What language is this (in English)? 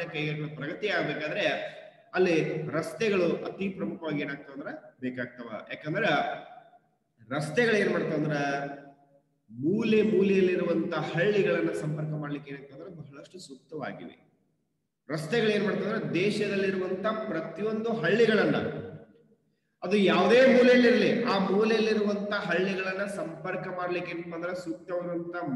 Kannada